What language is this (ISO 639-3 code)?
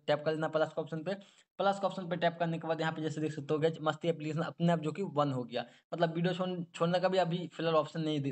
hin